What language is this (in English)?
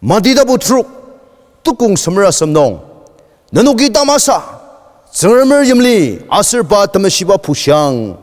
Ao Naga